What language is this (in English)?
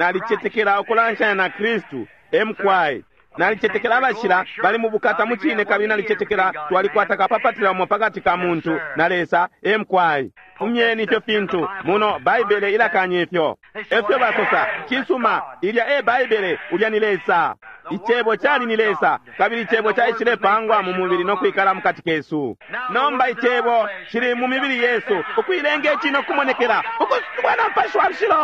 Bemba